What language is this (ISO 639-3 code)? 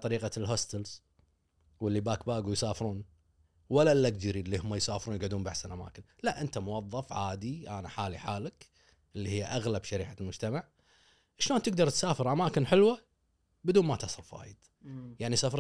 afb